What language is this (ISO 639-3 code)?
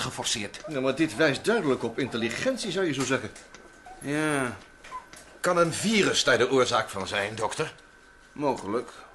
nld